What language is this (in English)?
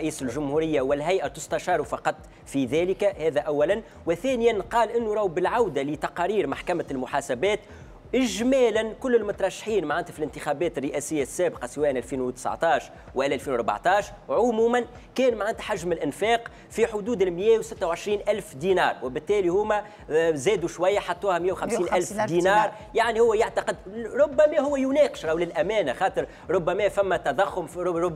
Tunisian Arabic